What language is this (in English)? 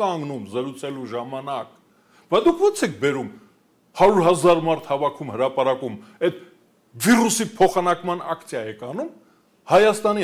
Armenian